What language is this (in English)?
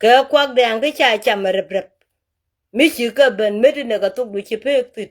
Nuer